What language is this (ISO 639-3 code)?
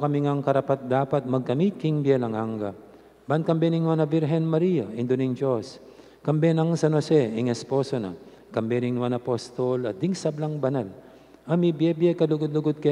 pam